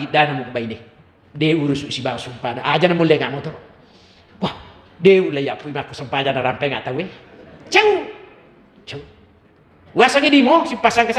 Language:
Buginese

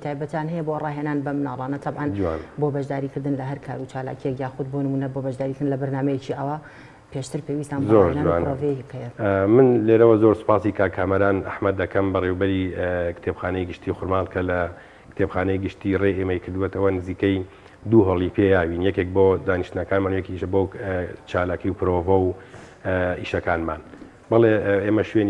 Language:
Central Kurdish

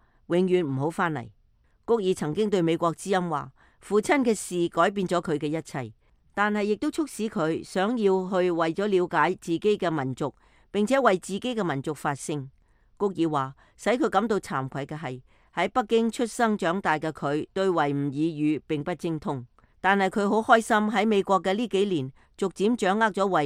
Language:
Cantonese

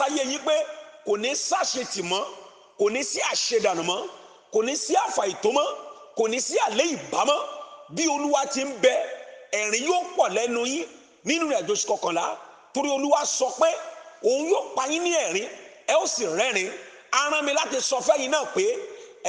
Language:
Yoruba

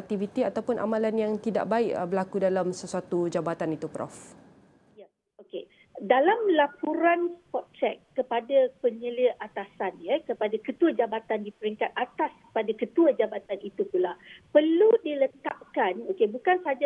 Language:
Malay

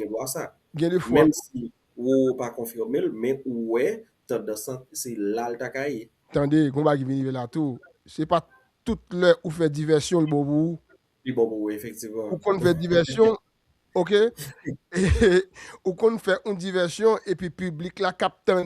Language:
Haitian Creole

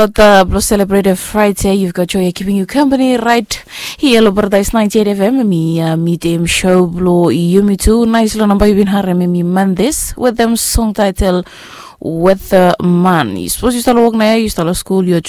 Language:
Bislama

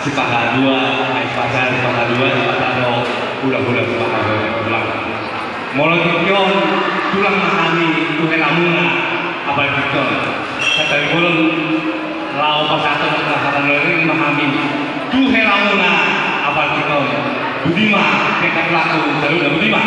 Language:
Batak Toba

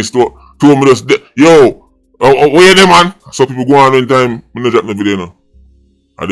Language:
Jamaican Creole English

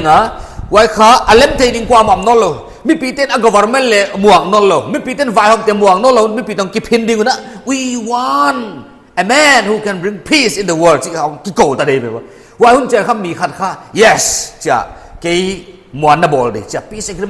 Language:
Paite Chin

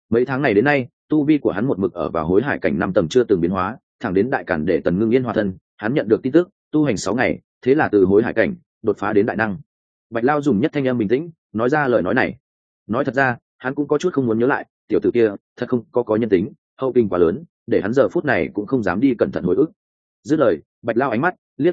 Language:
Vietnamese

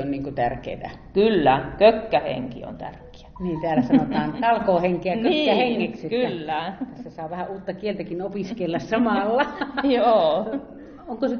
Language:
Finnish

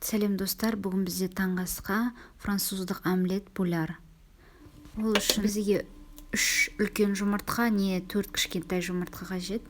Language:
Kazakh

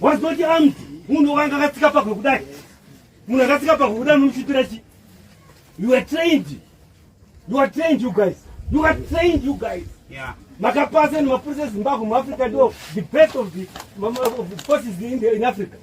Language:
Shona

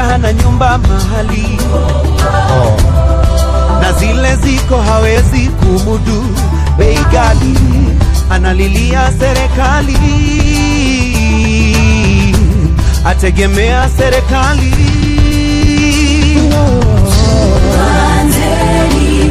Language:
Swahili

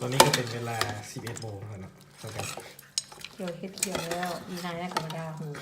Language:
Lao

